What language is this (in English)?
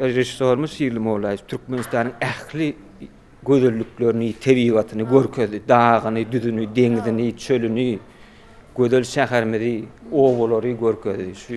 Turkmen